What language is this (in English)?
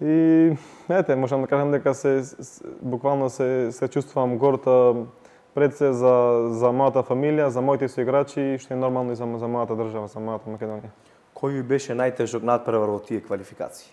Macedonian